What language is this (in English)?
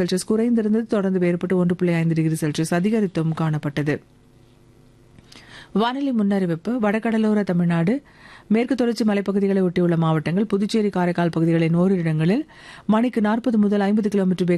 Tamil